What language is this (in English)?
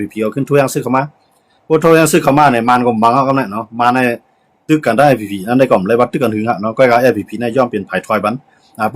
Shan